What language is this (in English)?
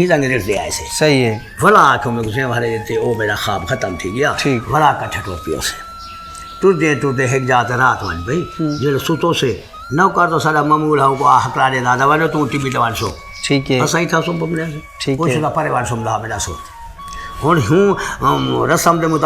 Saraiki